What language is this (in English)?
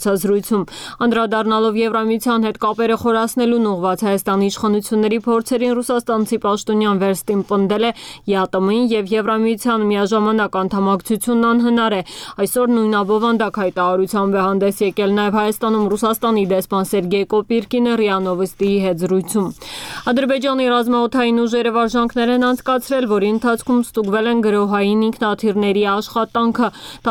Armenian